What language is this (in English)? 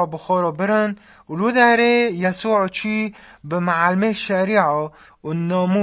Kurdish